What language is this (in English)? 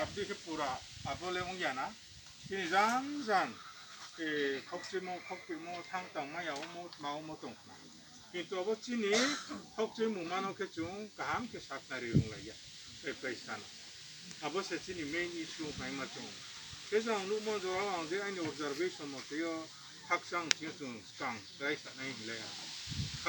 Riang (India)